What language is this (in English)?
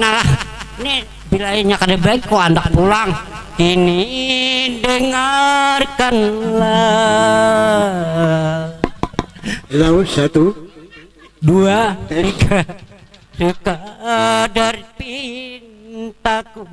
Banjar